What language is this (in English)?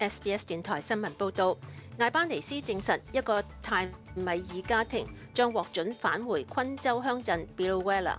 Cantonese